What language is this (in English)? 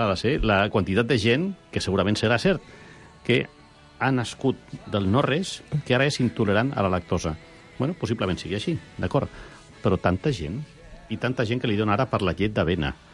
Catalan